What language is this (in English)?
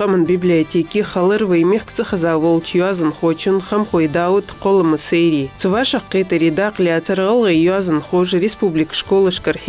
Ingush